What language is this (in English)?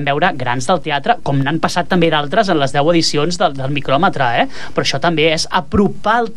Catalan